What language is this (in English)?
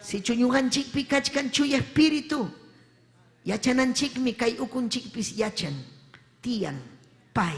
Ayacucho Quechua